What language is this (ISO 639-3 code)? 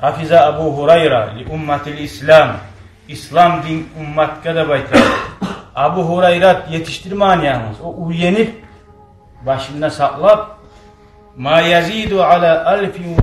kum